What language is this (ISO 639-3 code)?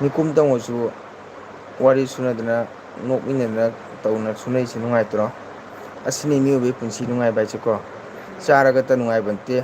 mni